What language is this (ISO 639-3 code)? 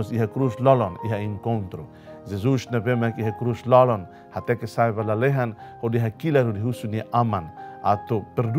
tet